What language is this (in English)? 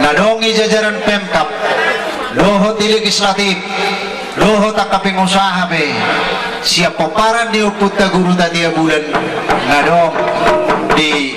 Batak Toba